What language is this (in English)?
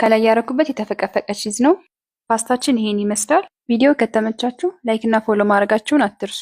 Amharic